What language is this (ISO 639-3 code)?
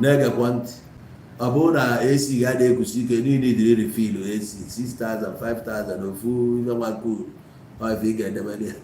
ibo